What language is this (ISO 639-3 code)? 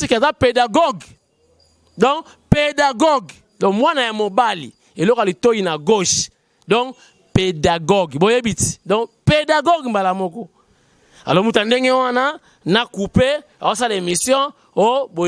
lin